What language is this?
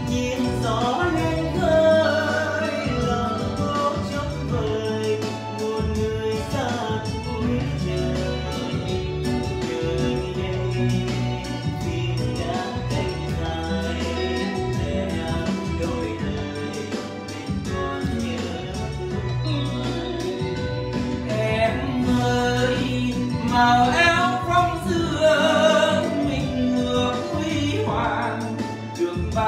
Vietnamese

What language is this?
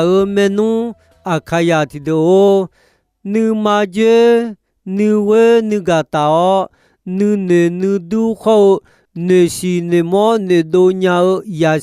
Akha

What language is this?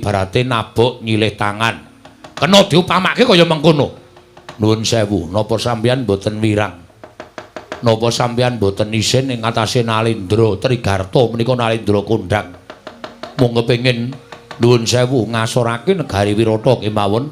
Javanese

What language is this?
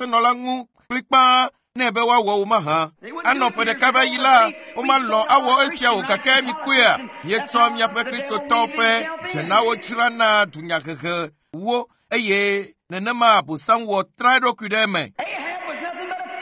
Ewe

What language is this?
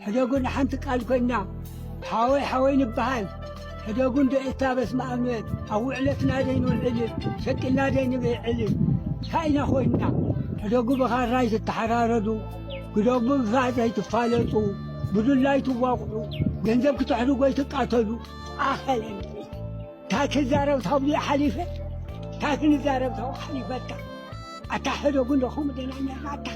Tigrinya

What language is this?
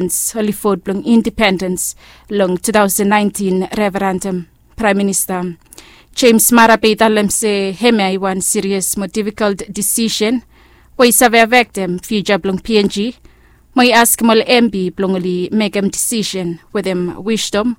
Bislama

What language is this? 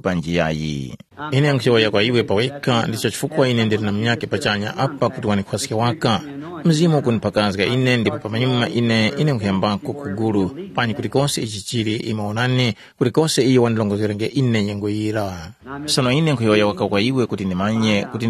Tumbuka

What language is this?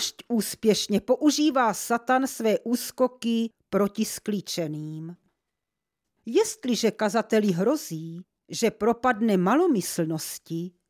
Czech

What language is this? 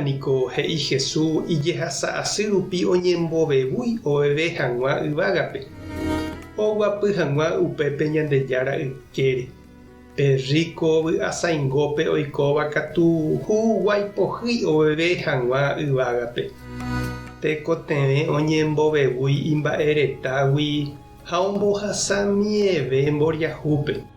Guarani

